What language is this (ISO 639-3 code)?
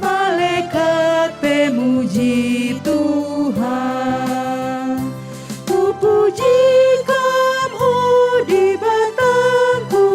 btx